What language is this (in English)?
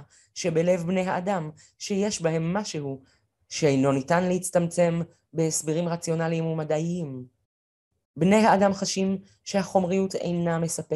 Hebrew